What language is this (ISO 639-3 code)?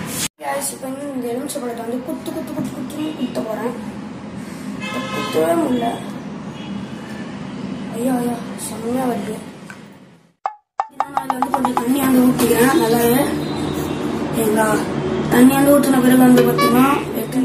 tam